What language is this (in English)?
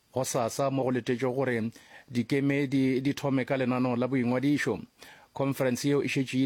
Northern Sotho